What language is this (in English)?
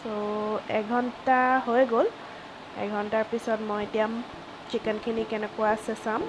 Assamese